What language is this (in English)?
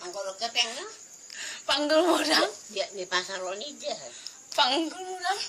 Batak Toba